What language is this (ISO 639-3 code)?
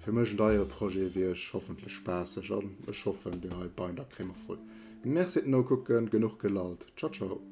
ltz